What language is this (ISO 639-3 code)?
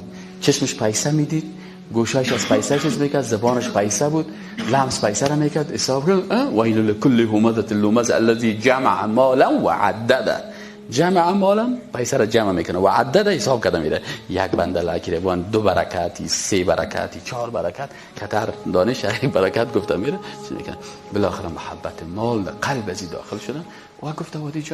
fas